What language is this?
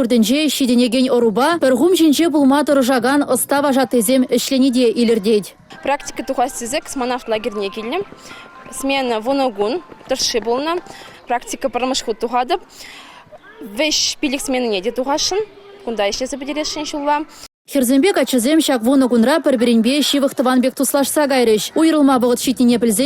Chuvash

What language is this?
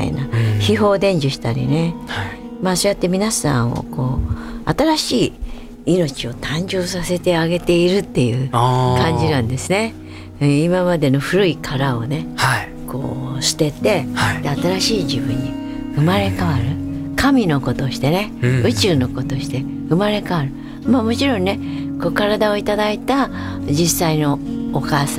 Japanese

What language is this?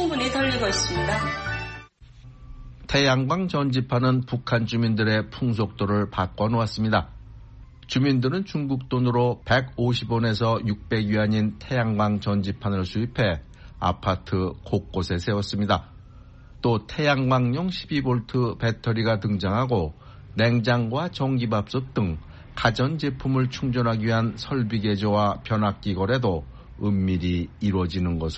Korean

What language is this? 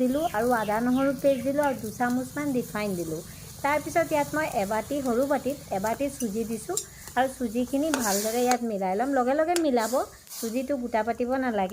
Assamese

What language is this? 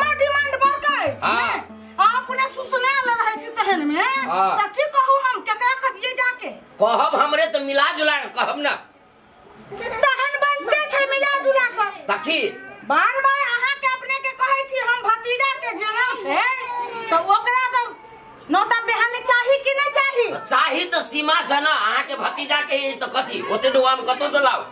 Maithili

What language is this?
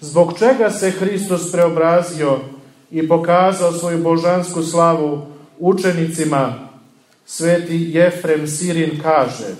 Serbian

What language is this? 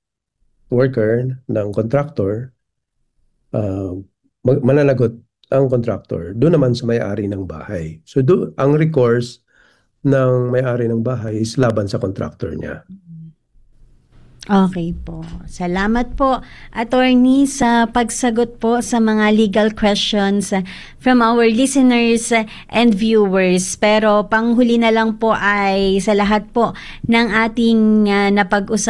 Filipino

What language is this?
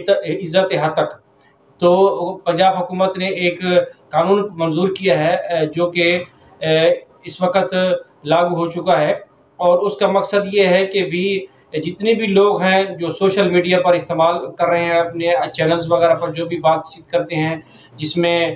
Urdu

